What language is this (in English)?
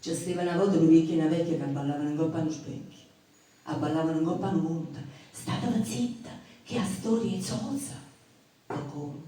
Neapolitan